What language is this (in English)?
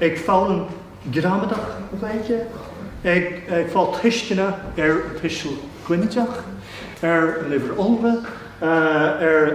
Irish